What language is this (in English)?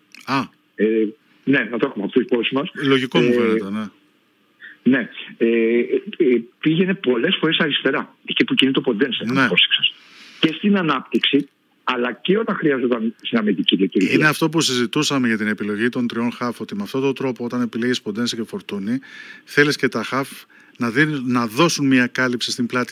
Greek